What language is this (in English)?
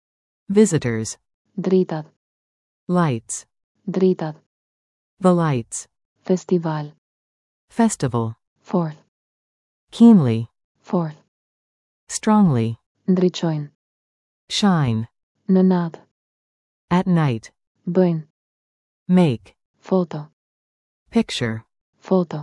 Albanian